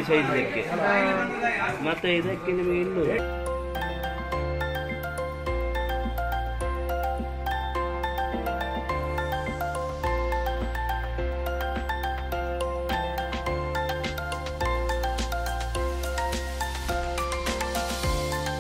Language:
Kannada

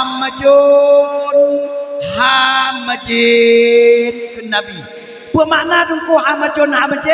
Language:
Achinese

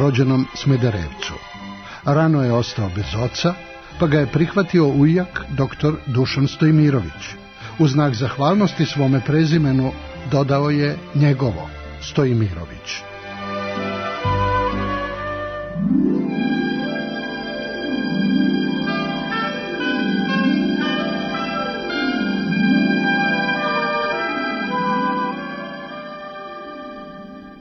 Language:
Serbian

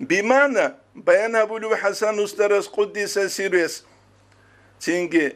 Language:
Avaric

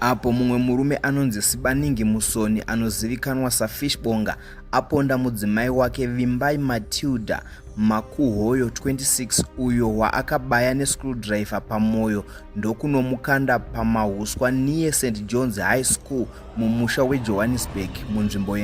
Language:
Shona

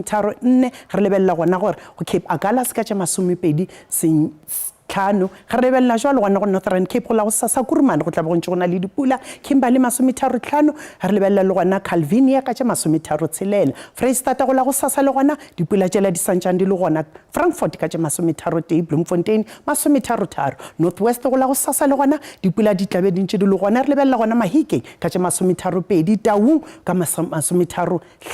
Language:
Northern Sotho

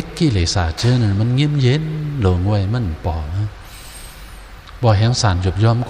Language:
Shan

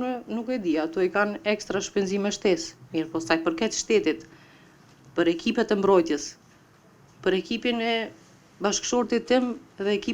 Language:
Albanian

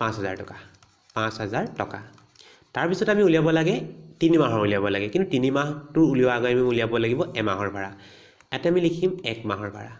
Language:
Assamese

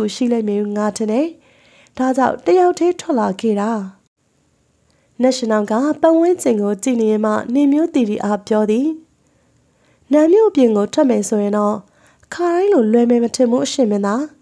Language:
Burmese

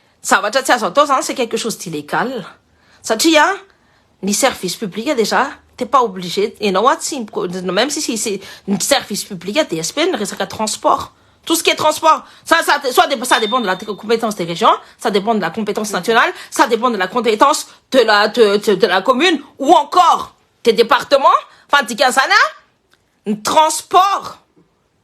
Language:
Malagasy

